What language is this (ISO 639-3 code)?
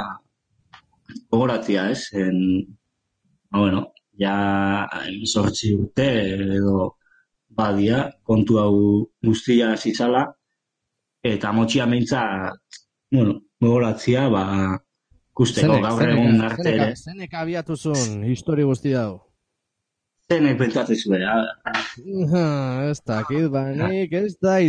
eus